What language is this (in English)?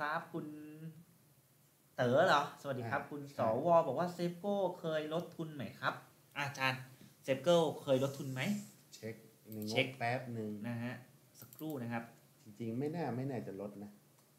Thai